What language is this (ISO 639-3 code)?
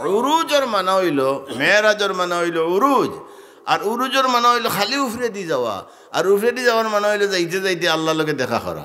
syl